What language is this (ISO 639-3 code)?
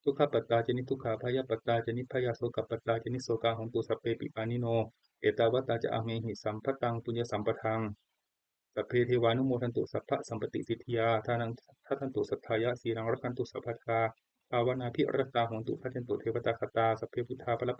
pli